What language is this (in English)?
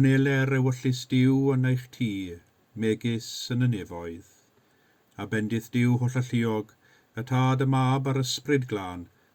Welsh